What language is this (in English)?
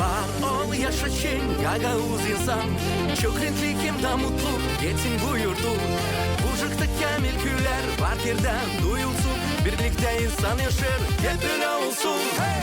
Gagauz